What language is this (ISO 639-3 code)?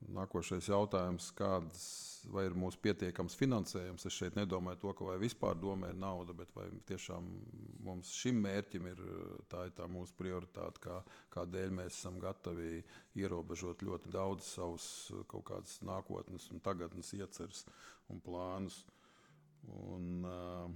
lav